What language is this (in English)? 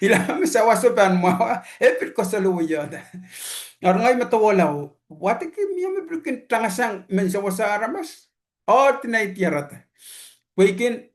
Pohnpeian